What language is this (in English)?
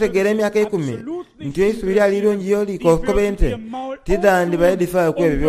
Soga